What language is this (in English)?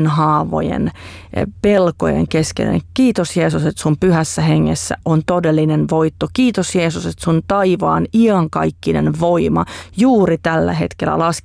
Finnish